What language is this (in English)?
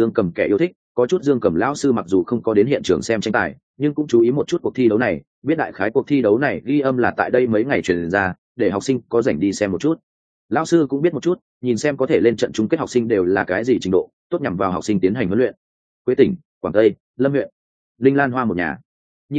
Vietnamese